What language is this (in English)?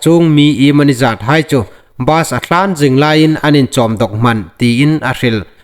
Hmar